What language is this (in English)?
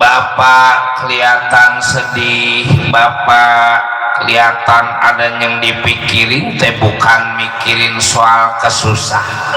Betawi